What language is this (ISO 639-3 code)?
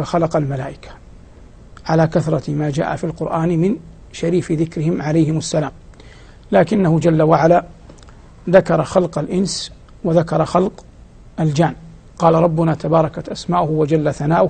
ara